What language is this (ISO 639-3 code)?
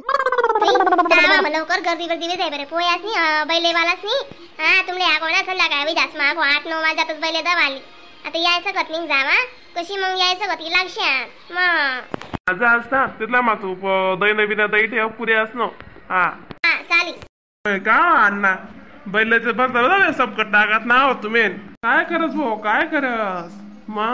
khn